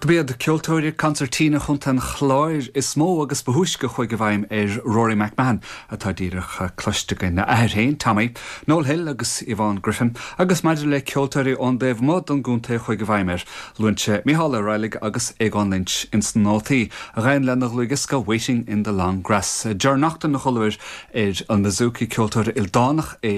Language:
Irish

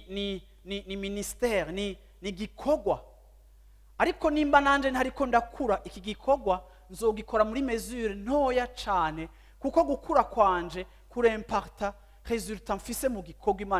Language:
Rundi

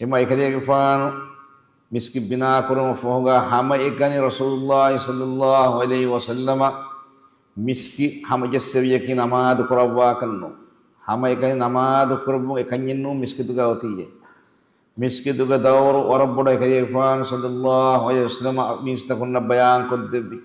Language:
Divehi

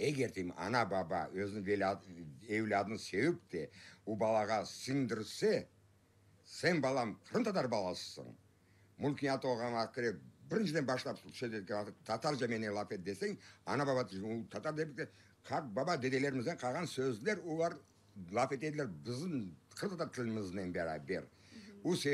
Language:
Crimean Tatar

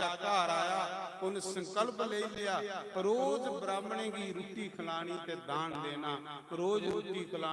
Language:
Dogri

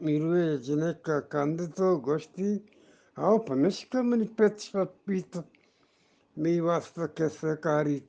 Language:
Eastern Balochi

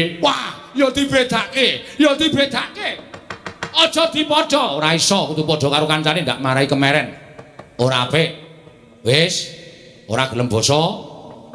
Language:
Javanese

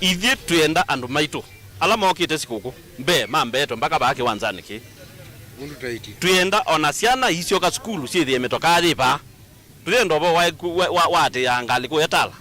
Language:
Kamba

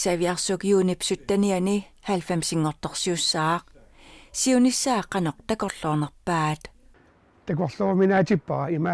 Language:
Kalaallisut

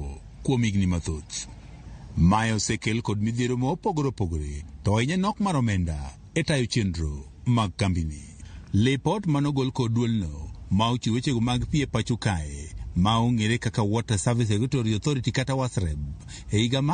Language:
Luo (Kenya and Tanzania)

